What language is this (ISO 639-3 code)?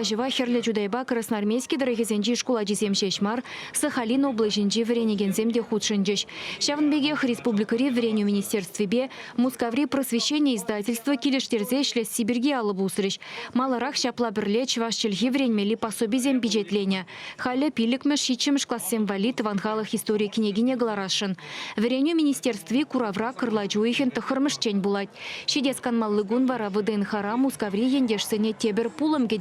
chv